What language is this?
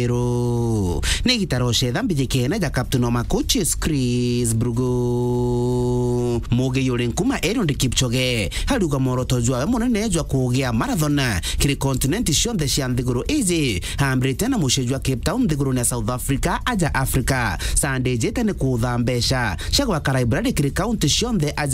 Meru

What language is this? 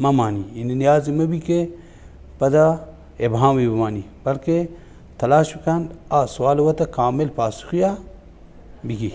Baluchi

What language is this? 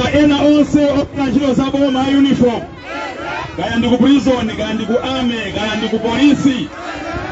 Nyanja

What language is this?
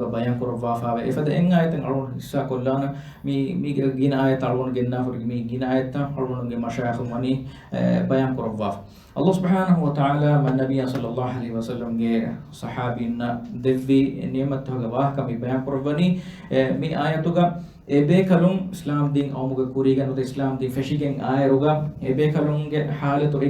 Divehi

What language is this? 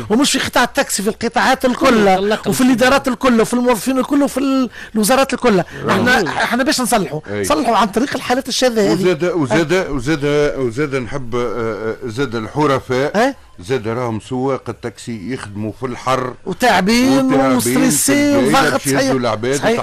Tunisian Arabic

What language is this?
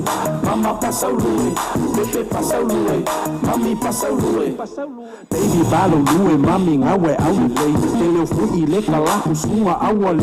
Samoan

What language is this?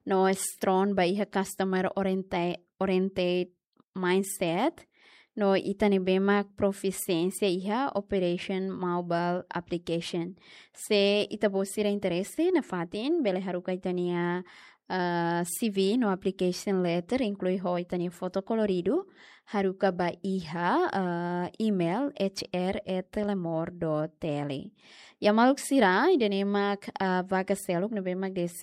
Tetum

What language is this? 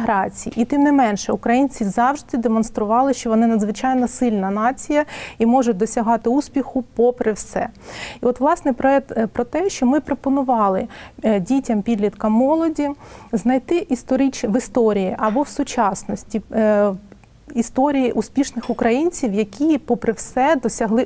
Ukrainian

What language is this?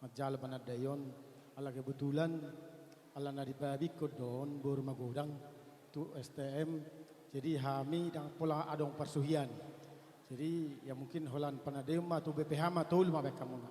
Batak Toba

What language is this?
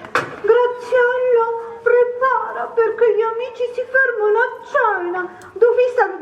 Sicilian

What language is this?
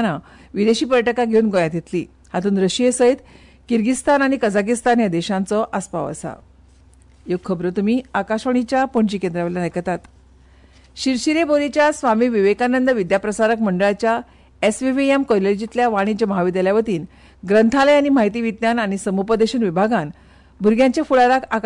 Konkani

